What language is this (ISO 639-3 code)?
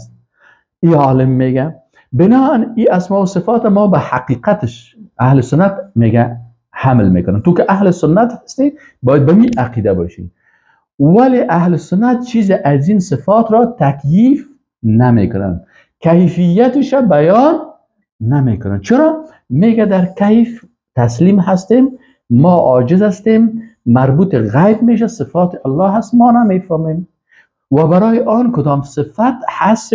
fas